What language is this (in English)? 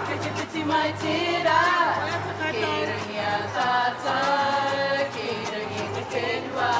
Māori